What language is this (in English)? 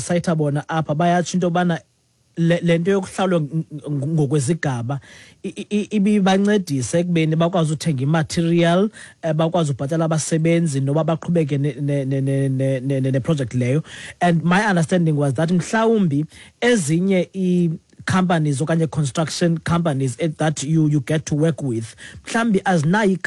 Xhosa